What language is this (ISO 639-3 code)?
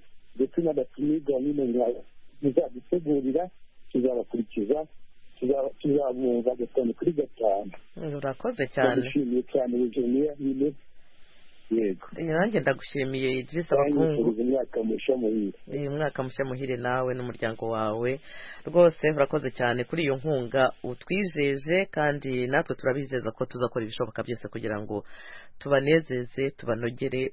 kin